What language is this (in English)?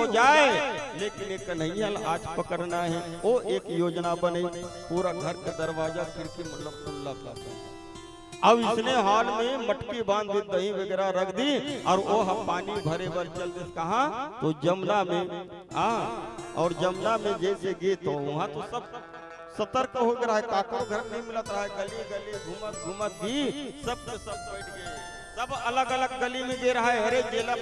Chhattisgarhi